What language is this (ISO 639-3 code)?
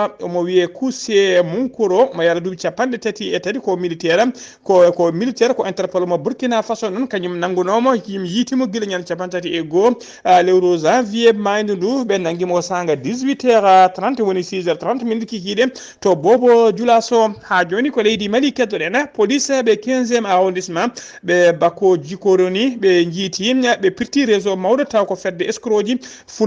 ful